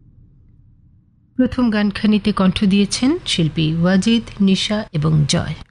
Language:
Bangla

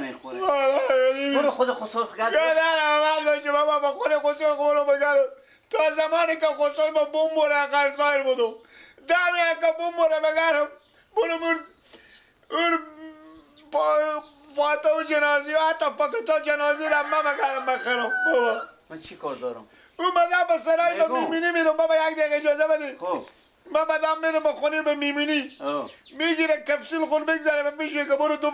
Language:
Persian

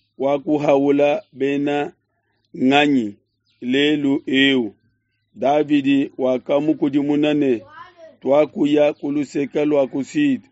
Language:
Luba-Lulua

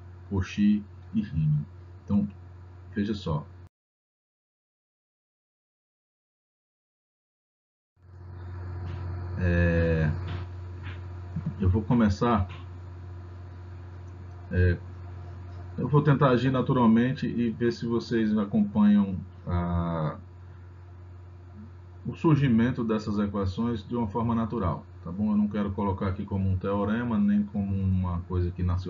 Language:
Portuguese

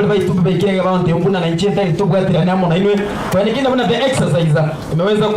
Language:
Gusii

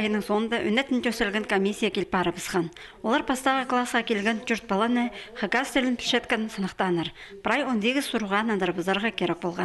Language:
Khakas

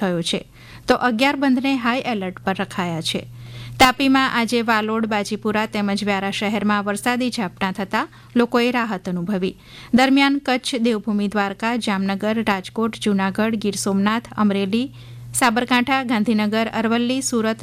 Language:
Gujarati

